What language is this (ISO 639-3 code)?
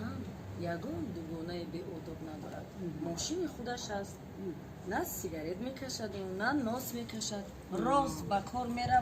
tgk